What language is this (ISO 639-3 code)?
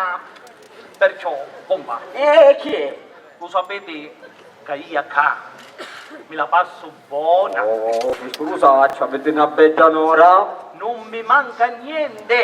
scn